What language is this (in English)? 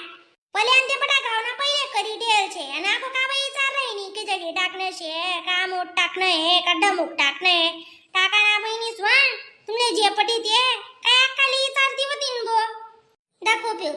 Khandesi